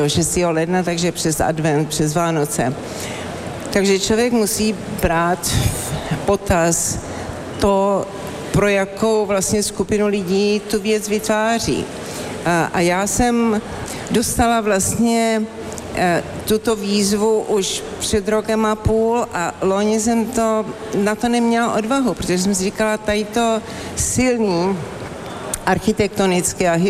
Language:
Czech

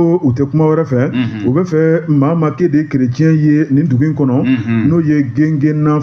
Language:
Bambara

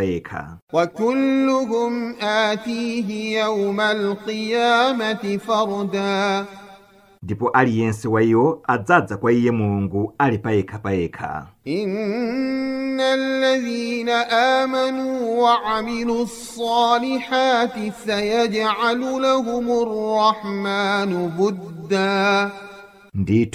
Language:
Nyanja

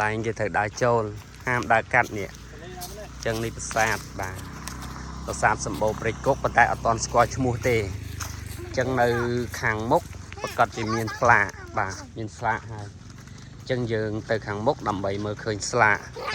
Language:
Khmer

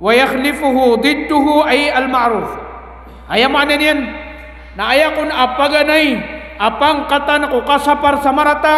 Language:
Maranao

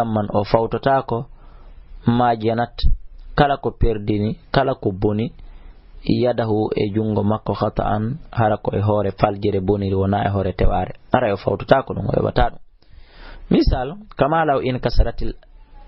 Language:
Fula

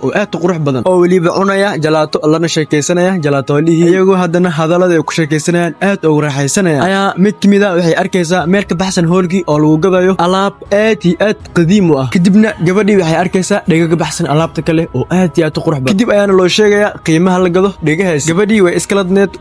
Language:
Somali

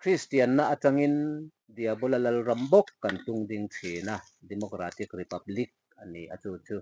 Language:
Mizo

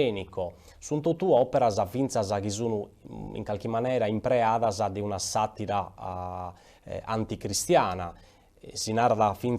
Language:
Sardinian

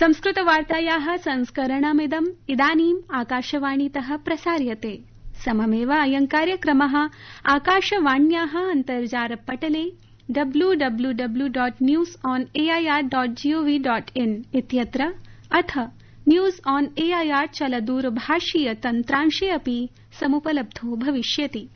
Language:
Sanskrit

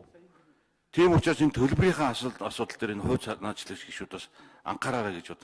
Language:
Mongolian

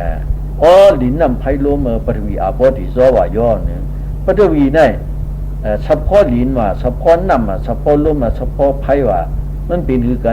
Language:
Shan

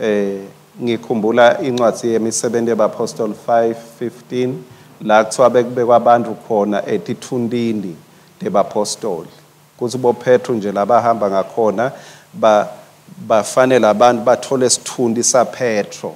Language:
Swati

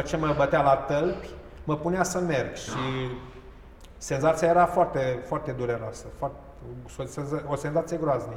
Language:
Romanian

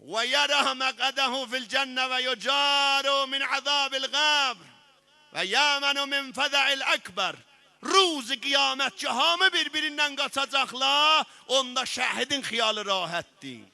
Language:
South Azerbaijani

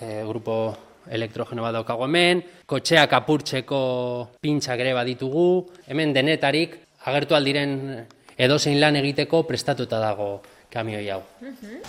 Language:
Basque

